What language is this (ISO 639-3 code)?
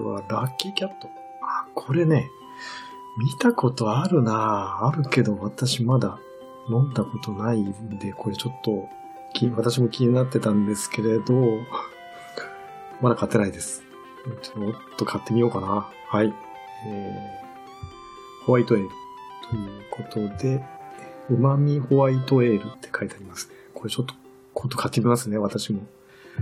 jpn